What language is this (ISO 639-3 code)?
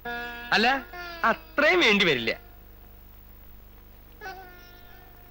mal